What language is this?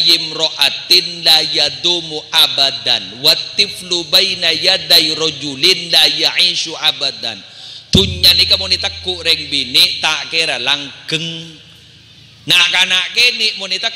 Madurese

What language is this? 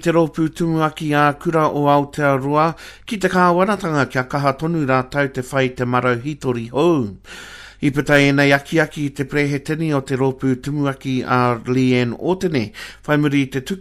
Māori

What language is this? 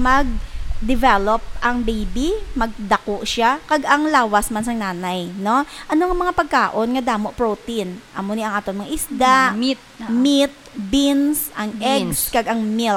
Hiligaynon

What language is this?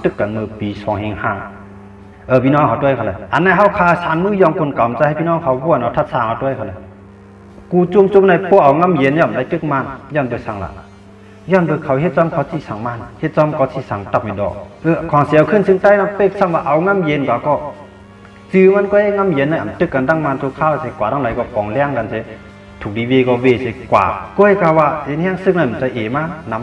Shan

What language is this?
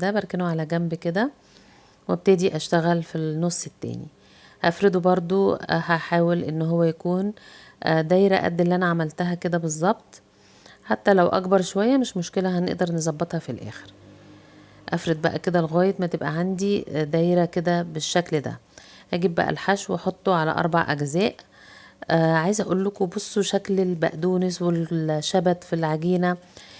Egyptian Arabic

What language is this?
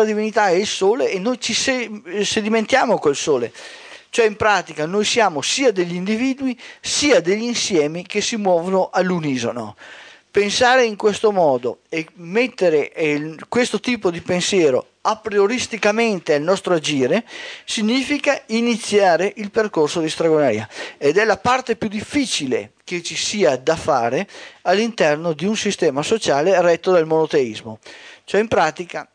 Italian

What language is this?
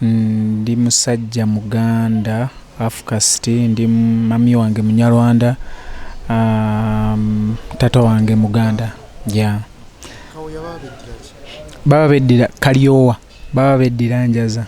Ganda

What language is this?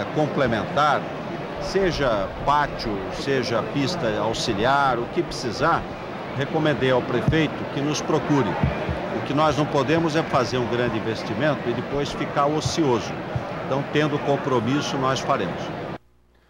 Portuguese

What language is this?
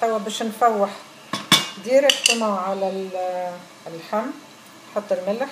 Tunisian Arabic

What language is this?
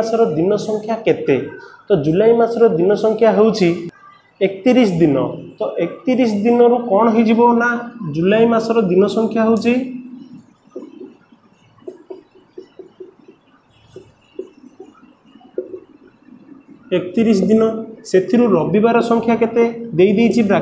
Odia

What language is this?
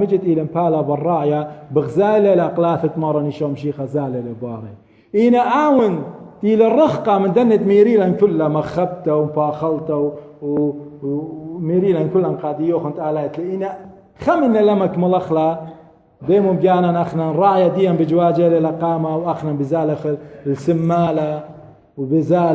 Assyrian Neo-Aramaic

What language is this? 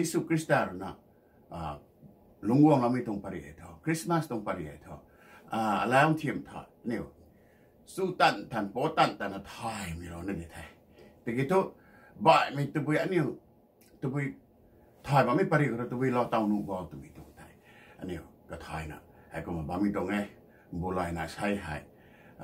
Rongmei Naga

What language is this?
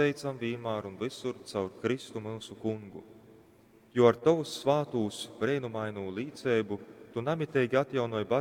Latgalian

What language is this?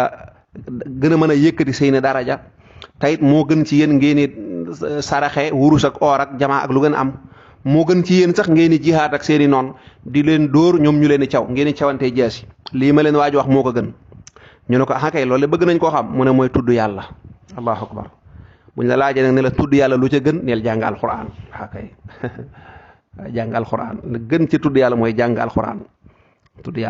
Wolof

